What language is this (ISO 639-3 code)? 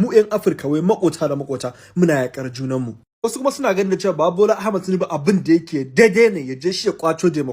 hau